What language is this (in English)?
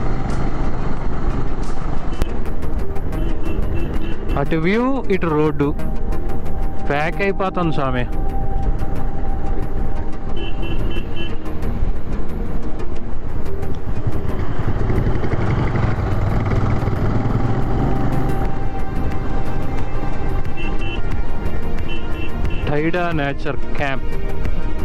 Telugu